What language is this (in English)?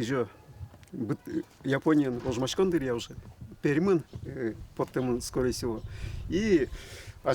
Udmurt